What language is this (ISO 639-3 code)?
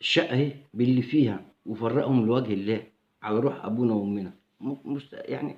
arz